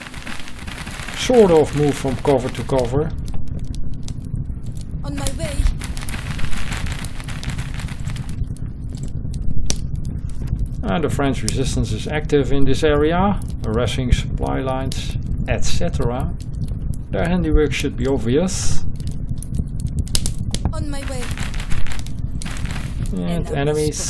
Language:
English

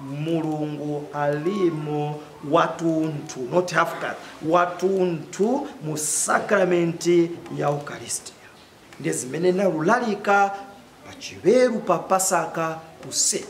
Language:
Nyanja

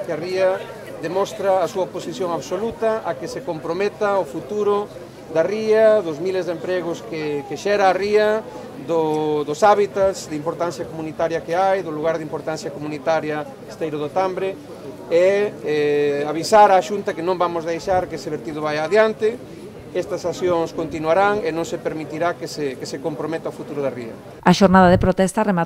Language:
Galician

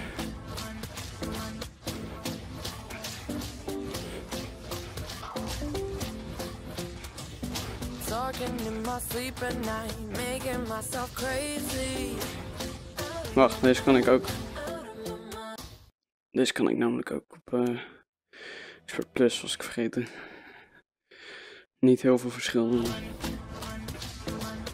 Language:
Dutch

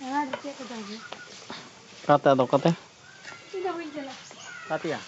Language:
Santali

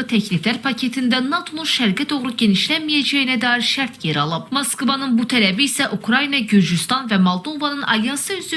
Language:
Azerbaijani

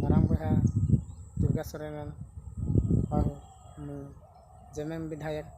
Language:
Santali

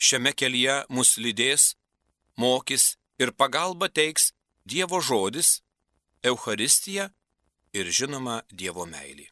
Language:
Lithuanian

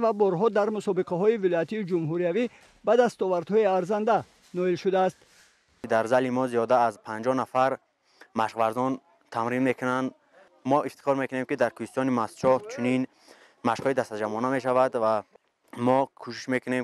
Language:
Tajik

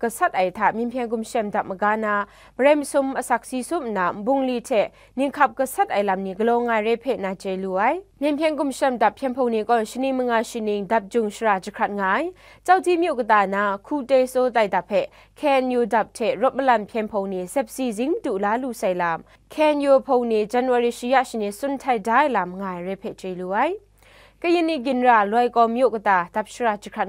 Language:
Kachin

